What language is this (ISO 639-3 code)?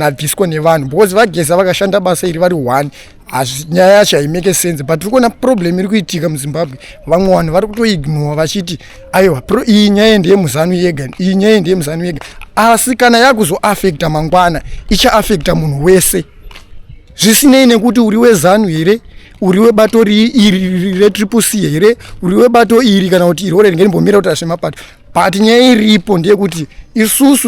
sna